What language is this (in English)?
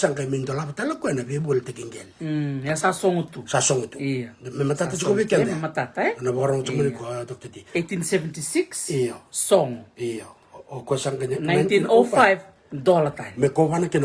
Fijian